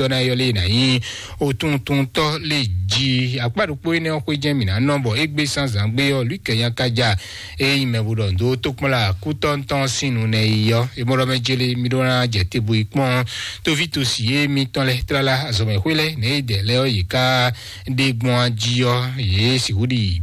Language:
Fon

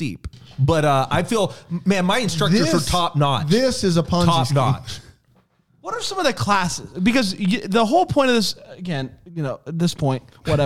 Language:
English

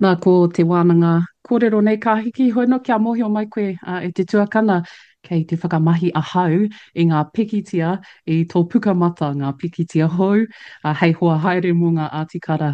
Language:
Māori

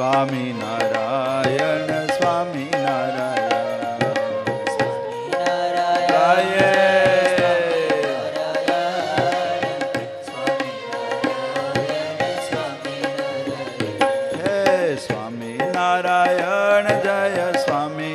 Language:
Gujarati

